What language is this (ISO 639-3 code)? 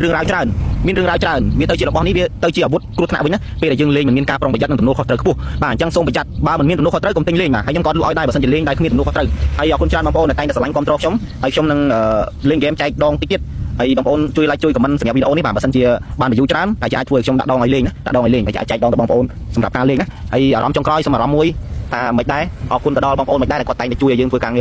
khm